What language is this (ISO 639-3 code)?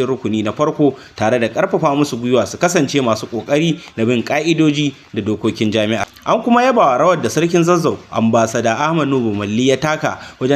hau